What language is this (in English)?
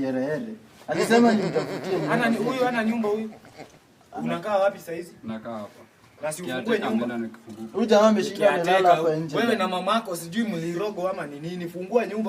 Swahili